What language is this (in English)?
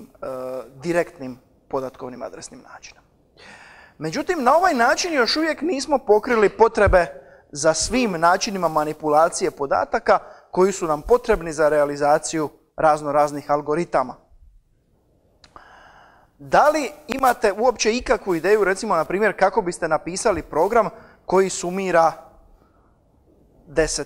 Croatian